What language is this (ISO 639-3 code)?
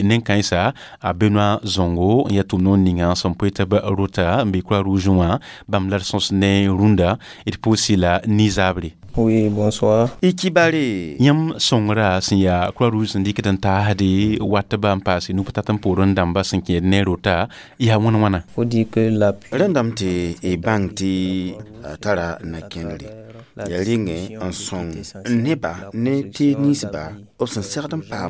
mos